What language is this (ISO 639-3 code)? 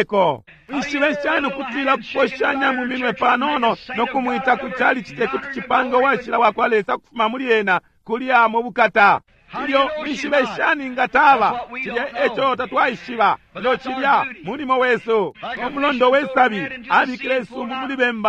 bem